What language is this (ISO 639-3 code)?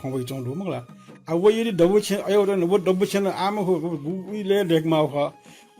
new